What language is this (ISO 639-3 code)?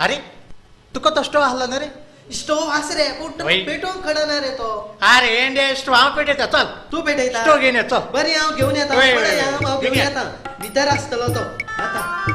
kok